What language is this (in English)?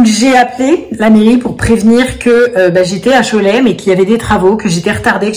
French